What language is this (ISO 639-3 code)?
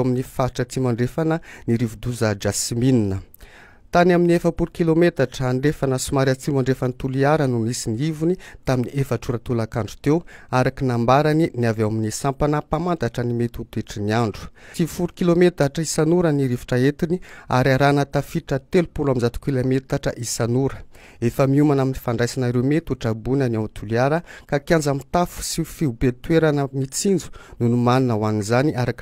mlg